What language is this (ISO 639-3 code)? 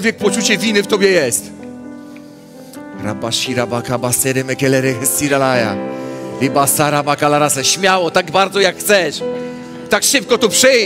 pol